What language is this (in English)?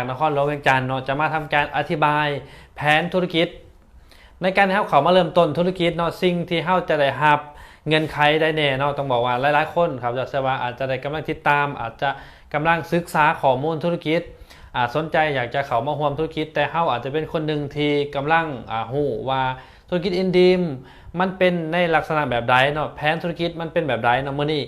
Lao